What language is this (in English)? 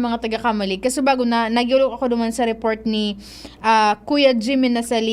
Bikol